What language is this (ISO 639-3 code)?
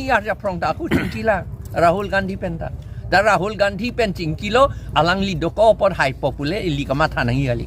mjw